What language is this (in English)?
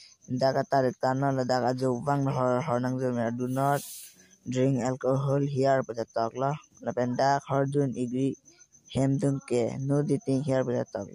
Karbi